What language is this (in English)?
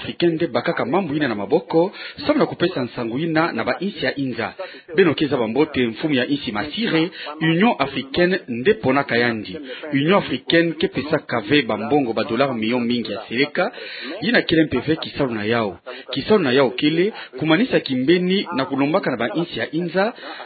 Kituba (Democratic Republic of Congo)